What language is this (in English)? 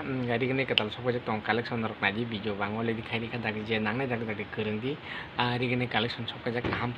Kok Borok